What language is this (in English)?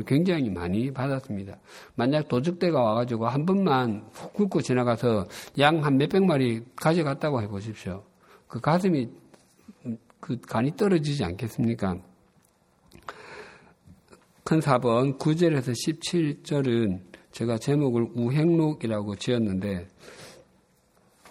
Korean